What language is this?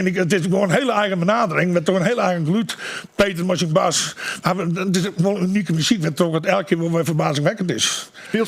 Western Frisian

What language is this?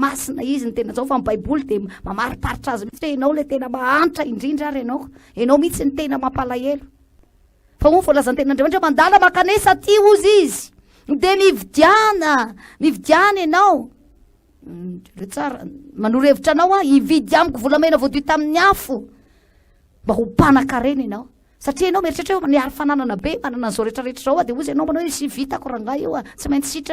Malagasy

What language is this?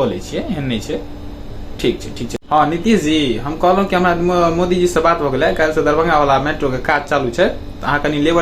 Maithili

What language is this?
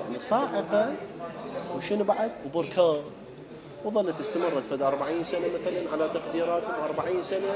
Mesopotamian Arabic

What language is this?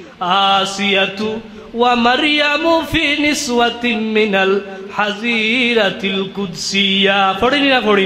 Sylheti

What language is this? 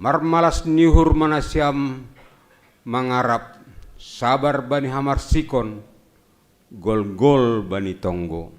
Batak Simalungun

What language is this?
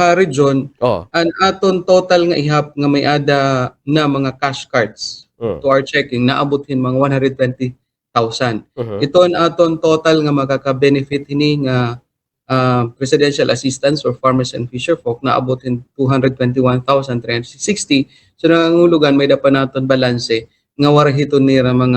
Waray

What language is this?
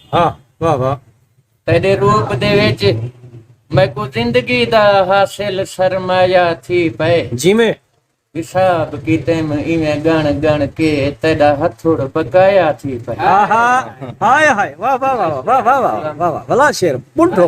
Saraiki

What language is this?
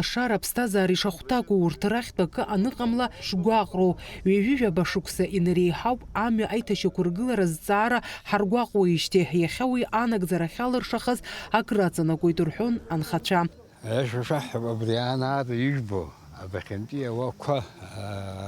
Abkhazian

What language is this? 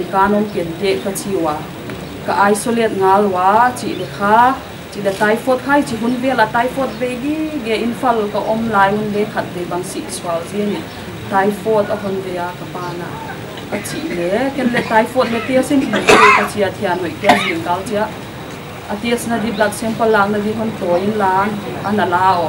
Paite Chin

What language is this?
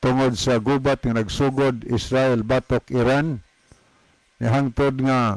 Cebuano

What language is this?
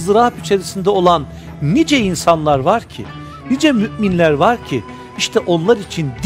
Turkish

